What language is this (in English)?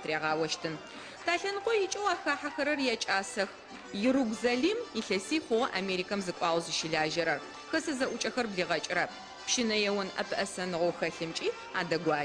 Adyghe